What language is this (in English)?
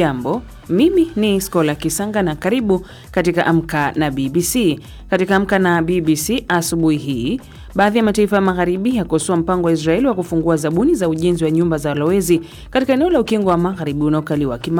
Swahili